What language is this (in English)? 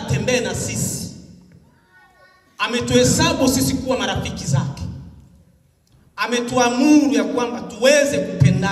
Swahili